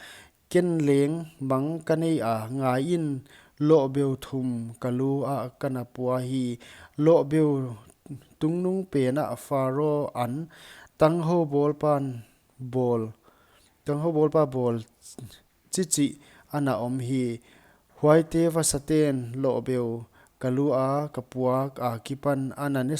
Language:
Paite Chin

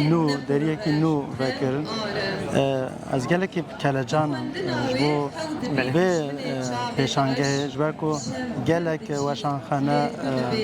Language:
Kurdish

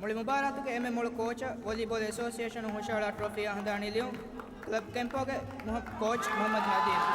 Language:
Divehi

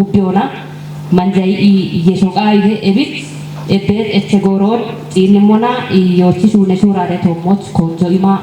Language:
Kafa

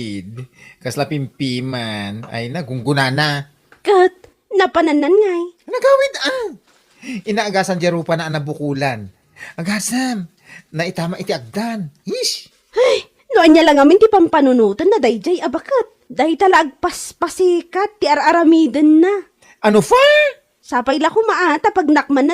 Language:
Iloko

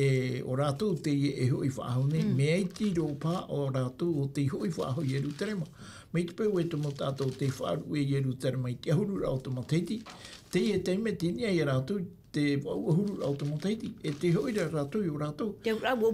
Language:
Tahitian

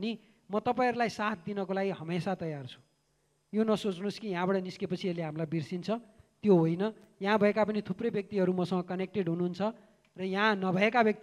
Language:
Nepali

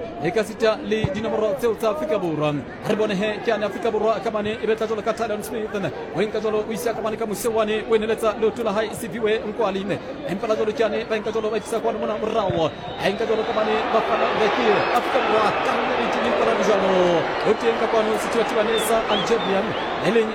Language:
Southern Sotho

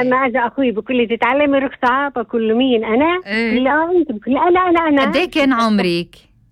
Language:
North Levantine Arabic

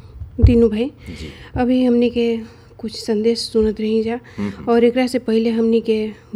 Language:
Bhojpuri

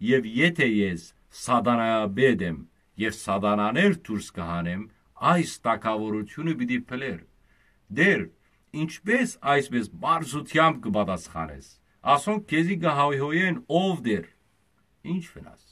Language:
Western Armenian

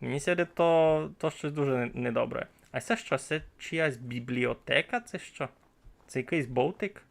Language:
Rusyn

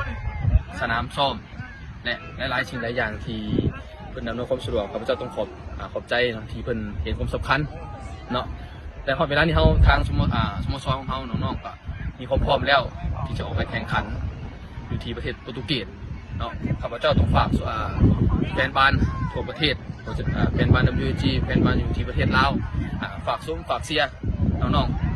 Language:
Lao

